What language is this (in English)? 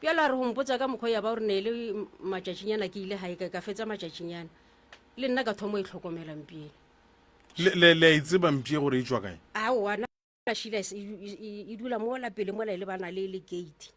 Northern Sotho